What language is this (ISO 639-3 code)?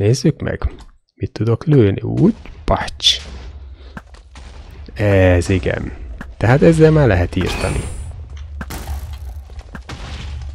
hun